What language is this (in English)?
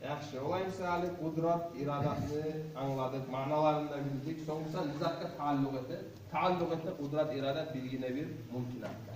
Kumyk